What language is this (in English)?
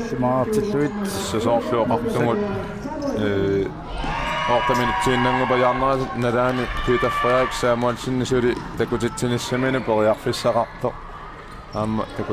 Kalaallisut